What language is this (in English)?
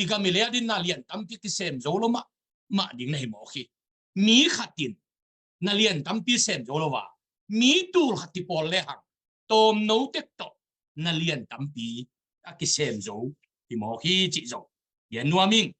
Tedim Chin